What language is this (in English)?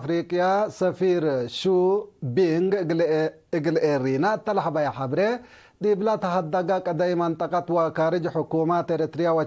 Tigre